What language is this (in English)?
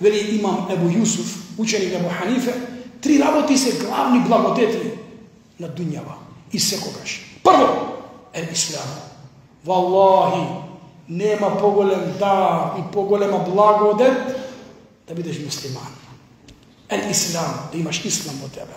Macedonian